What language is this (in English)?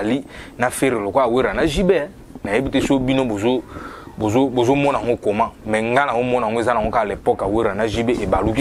Lingala